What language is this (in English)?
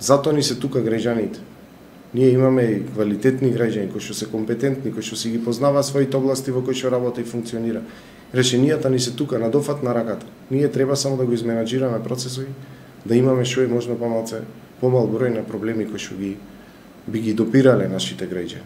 Macedonian